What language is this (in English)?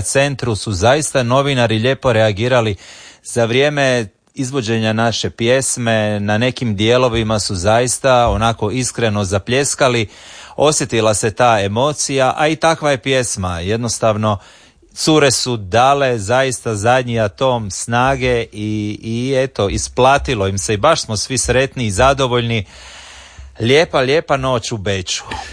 Croatian